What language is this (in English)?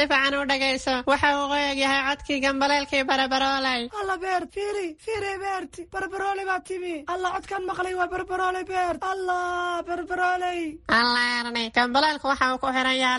Somali